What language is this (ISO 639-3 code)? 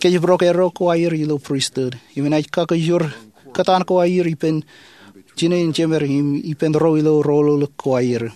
mah